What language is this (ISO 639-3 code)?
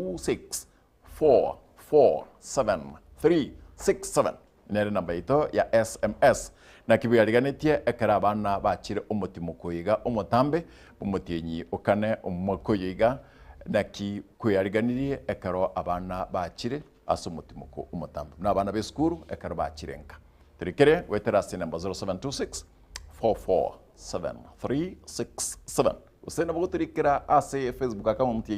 guz